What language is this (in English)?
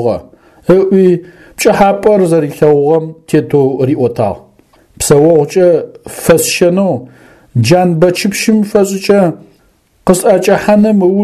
Adyghe